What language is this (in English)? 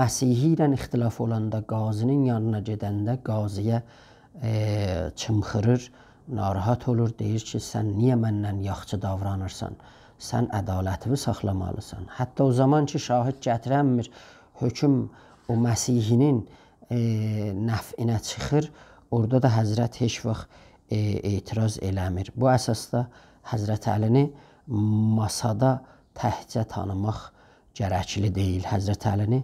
South Azerbaijani